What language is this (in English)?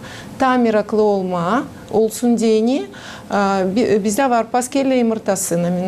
Gagauz